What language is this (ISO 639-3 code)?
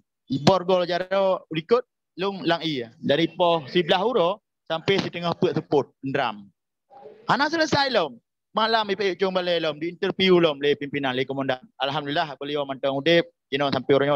ace